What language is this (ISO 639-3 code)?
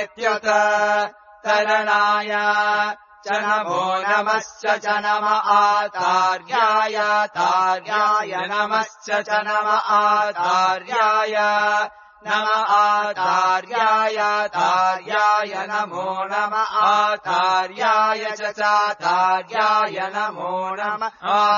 san